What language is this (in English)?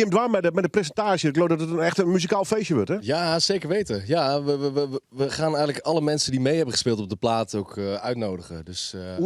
Western Frisian